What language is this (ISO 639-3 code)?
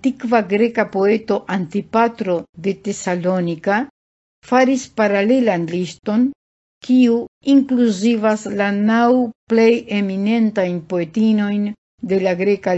epo